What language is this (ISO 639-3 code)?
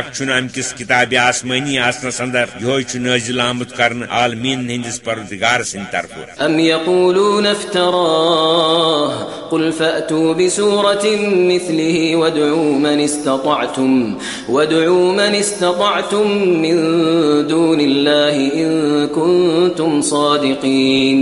kas